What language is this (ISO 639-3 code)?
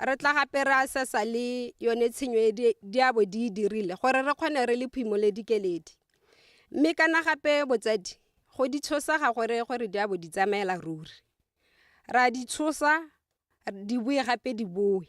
tsn